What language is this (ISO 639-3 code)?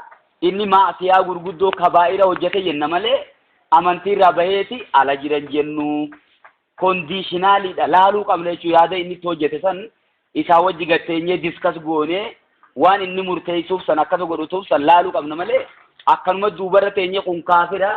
orm